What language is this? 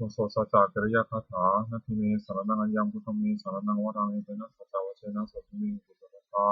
Pali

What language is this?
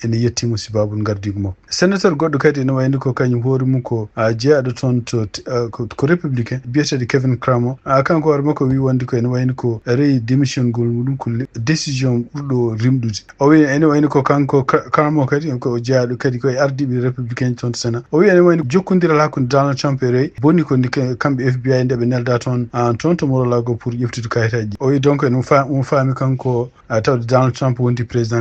Fula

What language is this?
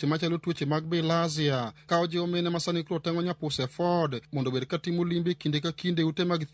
Luo (Kenya and Tanzania)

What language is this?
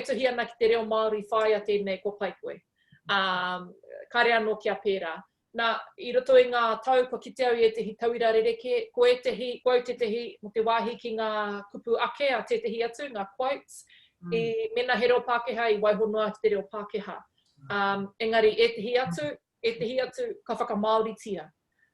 Māori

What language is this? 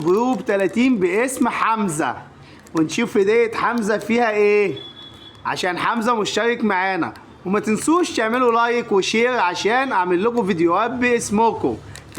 Egyptian Arabic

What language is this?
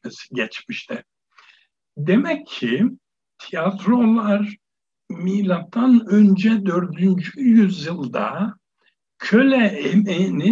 Turkish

